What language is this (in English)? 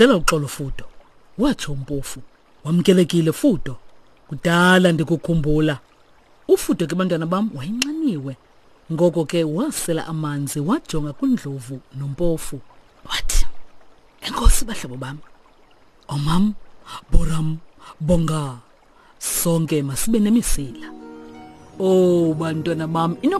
Xhosa